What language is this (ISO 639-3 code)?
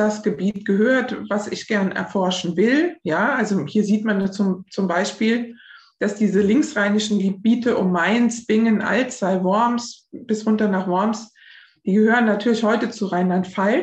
deu